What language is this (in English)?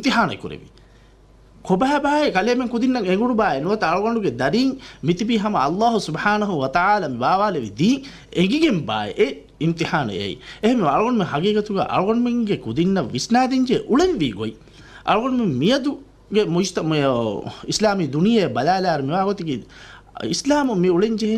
Divehi